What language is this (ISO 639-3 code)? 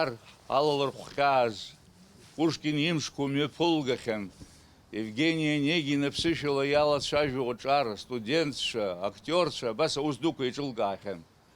abk